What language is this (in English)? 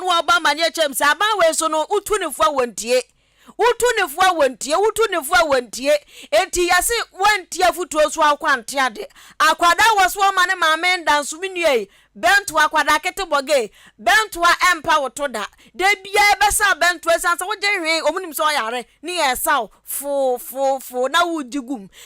Akan